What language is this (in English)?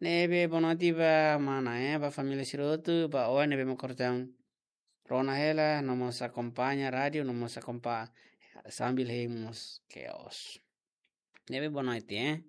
Tetum